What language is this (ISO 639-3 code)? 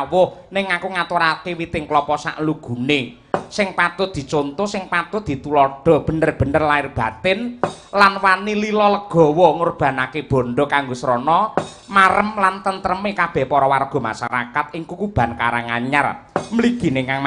jav